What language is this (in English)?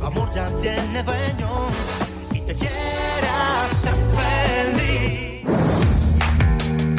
Spanish